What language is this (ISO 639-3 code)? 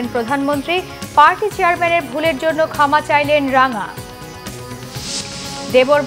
ben